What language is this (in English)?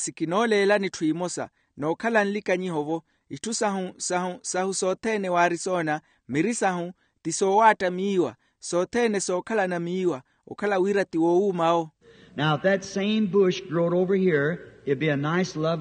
Makhuwa